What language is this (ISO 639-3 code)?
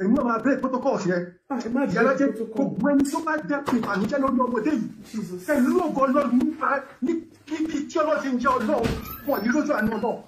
yor